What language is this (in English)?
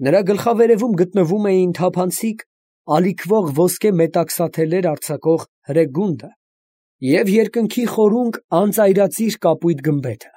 Armenian